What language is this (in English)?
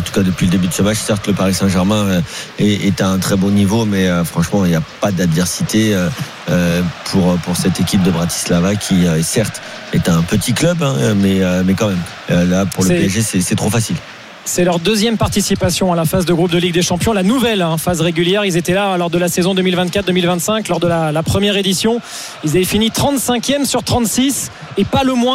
French